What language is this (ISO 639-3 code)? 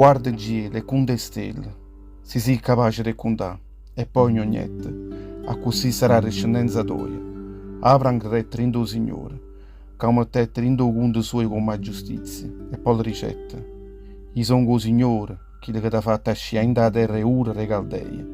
nap